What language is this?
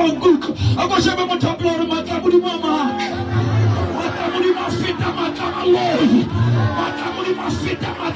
Southern Sotho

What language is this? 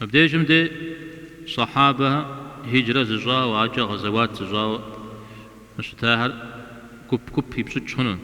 Kabardian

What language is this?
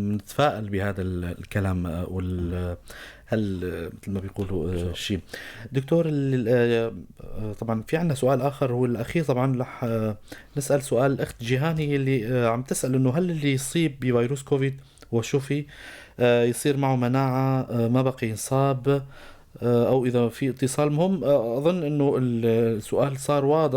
North Levantine Arabic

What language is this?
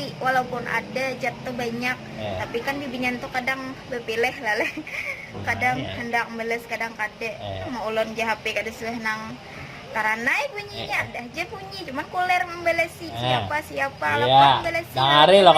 Banjar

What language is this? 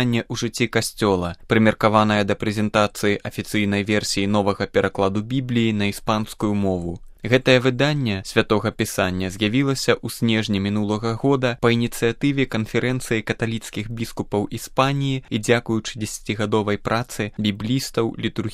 Belarusian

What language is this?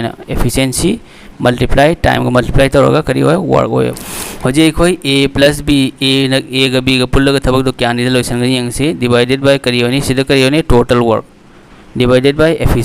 Manipuri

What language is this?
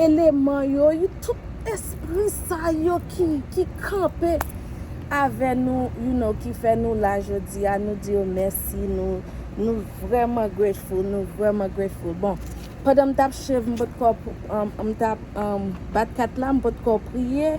Haitian Creole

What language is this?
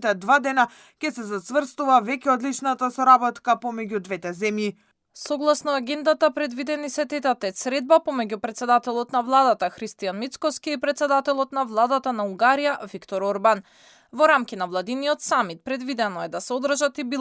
Macedonian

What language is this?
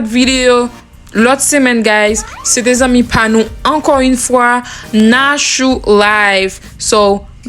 Haitian Creole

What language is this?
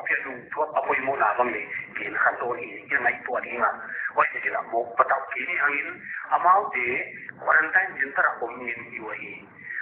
Paite Chin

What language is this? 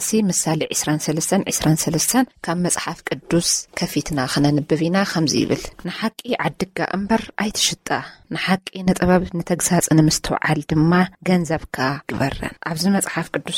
Tigrinya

